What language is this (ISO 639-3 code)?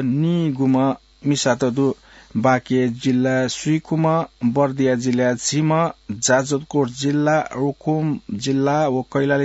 new